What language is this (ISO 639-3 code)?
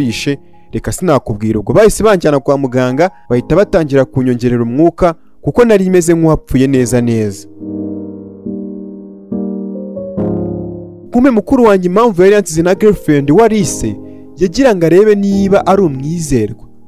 kin